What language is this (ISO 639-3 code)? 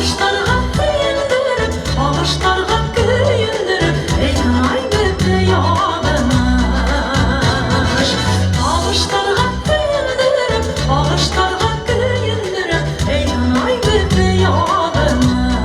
bak